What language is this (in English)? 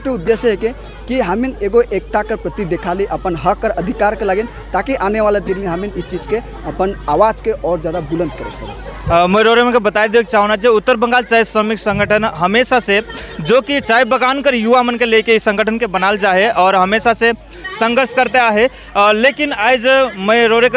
Sadri